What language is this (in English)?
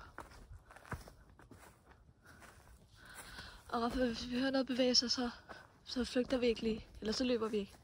Danish